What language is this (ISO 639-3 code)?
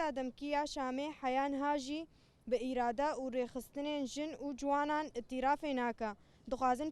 kur